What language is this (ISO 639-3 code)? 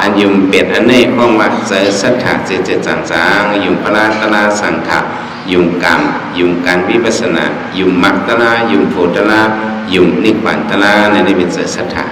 shn